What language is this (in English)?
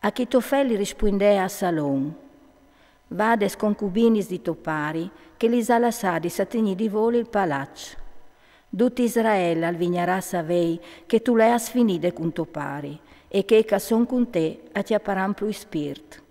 Friulian